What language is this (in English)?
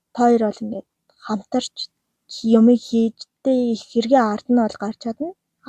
Mongolian